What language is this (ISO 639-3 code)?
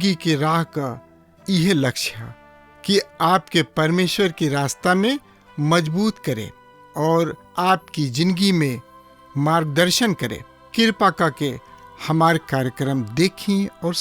bho